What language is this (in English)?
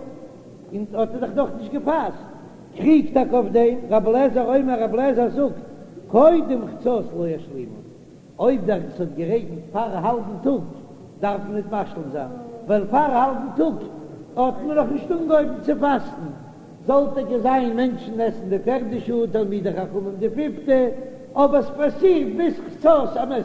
Yiddish